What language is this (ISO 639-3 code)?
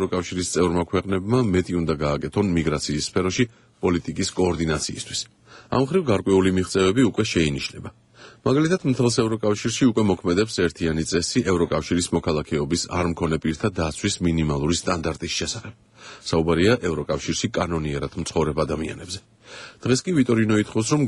kat